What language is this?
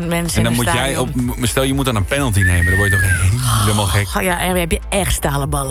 Dutch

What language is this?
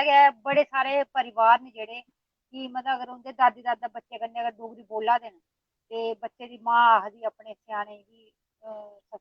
Dogri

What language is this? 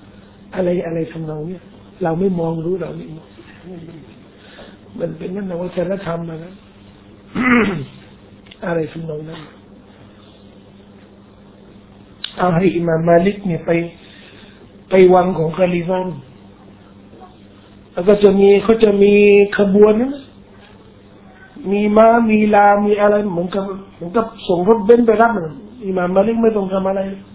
Thai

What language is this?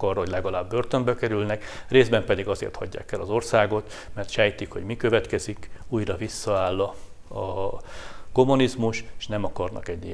Hungarian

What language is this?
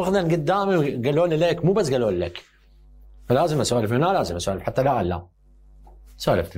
Mesopotamian Arabic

